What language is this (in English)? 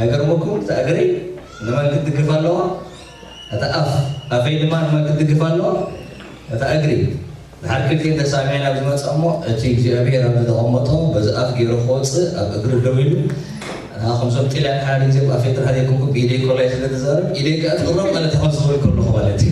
Tigrinya